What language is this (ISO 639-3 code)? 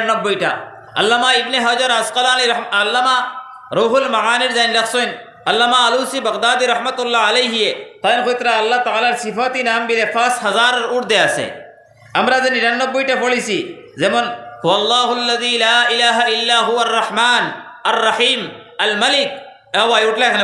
syl